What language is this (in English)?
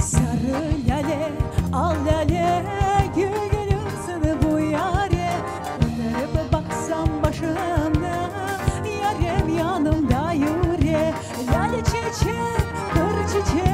Crimean Tatar